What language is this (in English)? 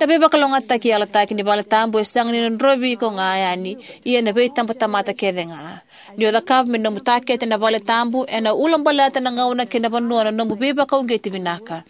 Fijian